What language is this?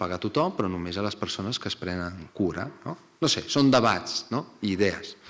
Catalan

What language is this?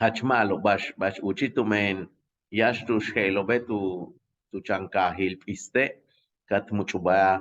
Yucateco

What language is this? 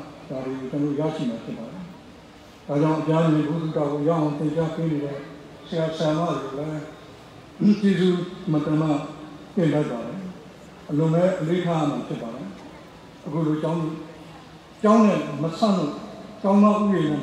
Burmese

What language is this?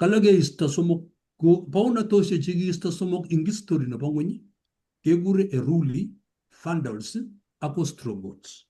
Kalenjin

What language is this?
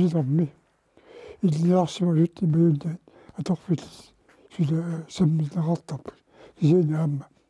Kalaallisut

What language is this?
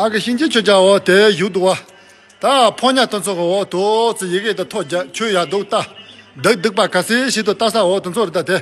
Tibetan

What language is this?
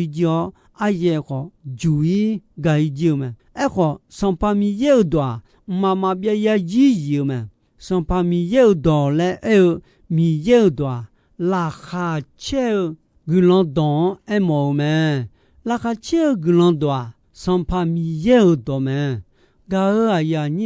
Akha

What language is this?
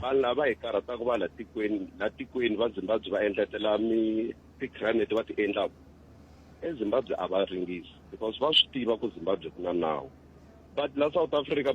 Tsonga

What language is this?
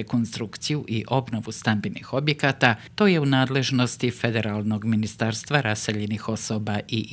Bosnian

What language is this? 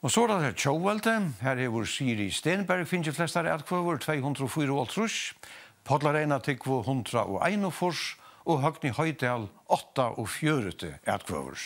Faroese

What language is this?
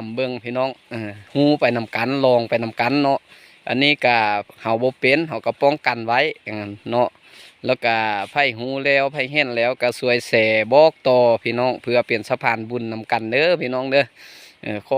Lao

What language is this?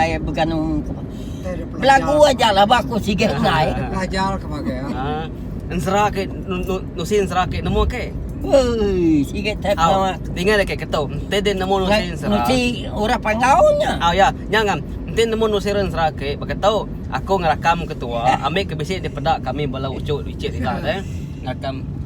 Iban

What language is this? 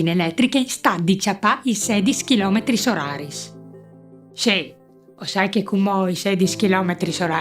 Friulian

